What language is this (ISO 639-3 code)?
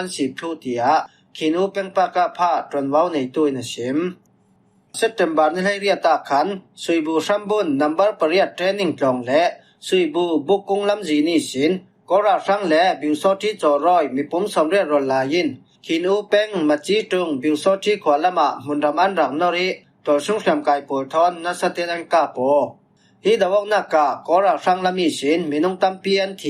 cfm